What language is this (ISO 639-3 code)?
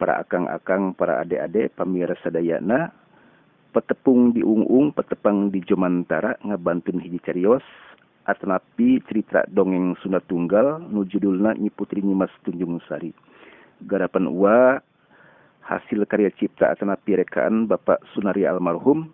sun